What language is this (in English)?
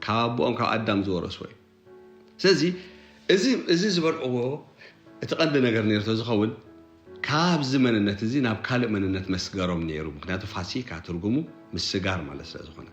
Tigrinya